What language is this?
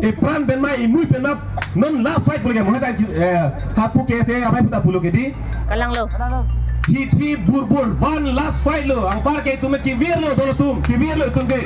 Karbi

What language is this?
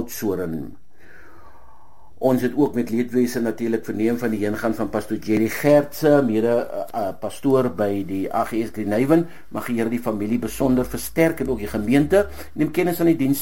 Afrikaans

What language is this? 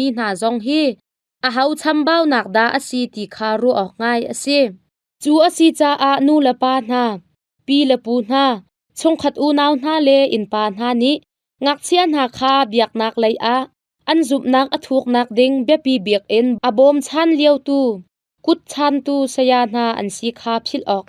Hakha Chin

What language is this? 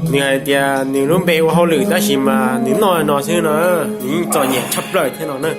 Hmong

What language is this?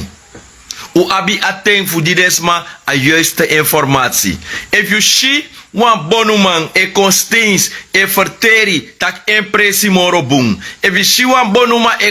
Sranan Tongo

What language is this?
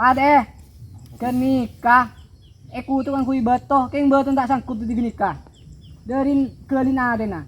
Madurese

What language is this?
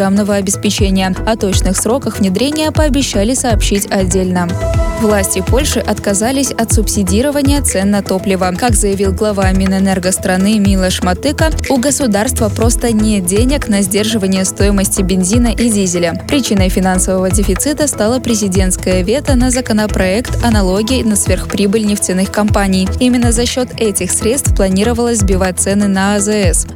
Russian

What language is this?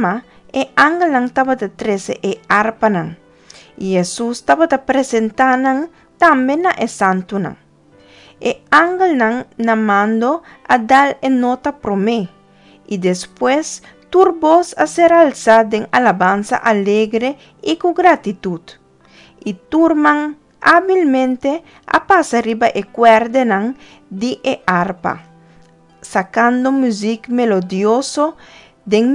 Papiamento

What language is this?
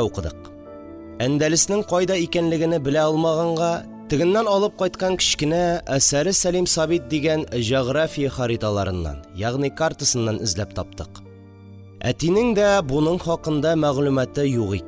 Tatar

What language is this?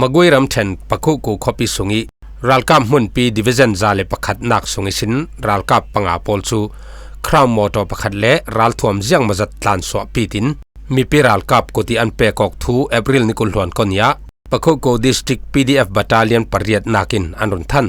Falam Chin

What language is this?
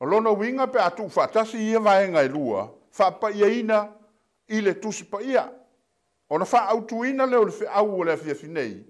Samoan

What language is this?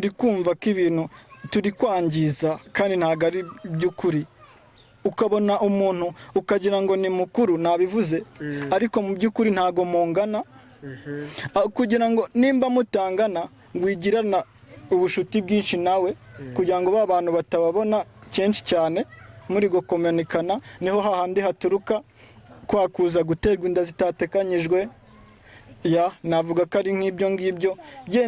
Kinyarwanda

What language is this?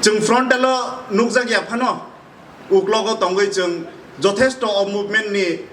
Kok Borok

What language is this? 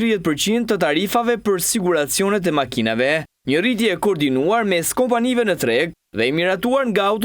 Albanian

